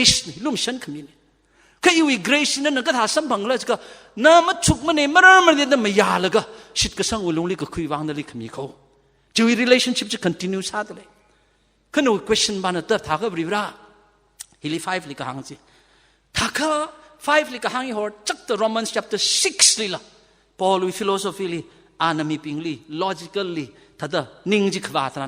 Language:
Tangkhul Naga (India)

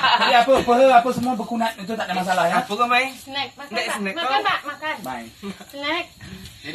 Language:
Minangkabau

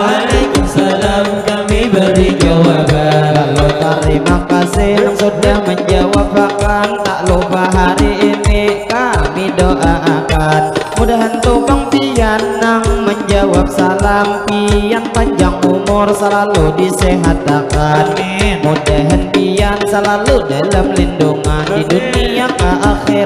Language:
Banjar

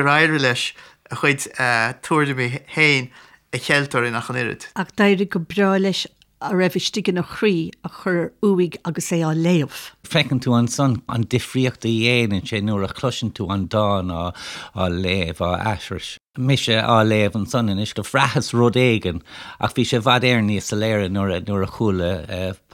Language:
Irish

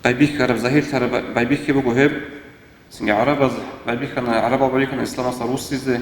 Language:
Avaric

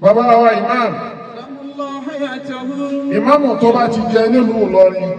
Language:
Yoruba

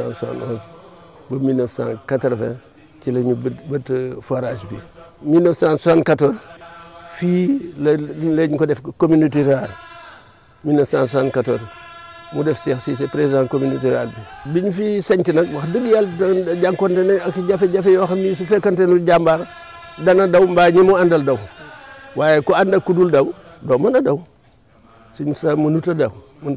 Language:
Wolof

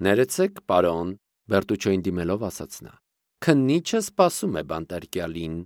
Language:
Armenian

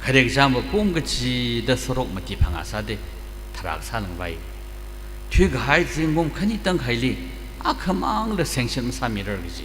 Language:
Tangkhul Naga (India)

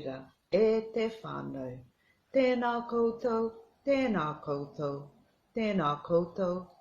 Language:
Māori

